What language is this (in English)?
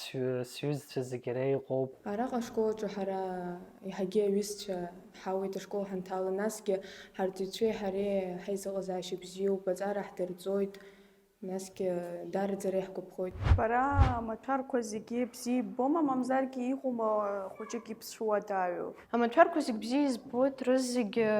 Abkhazian